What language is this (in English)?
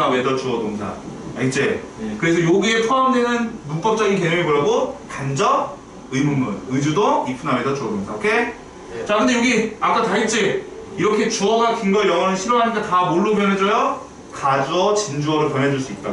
Korean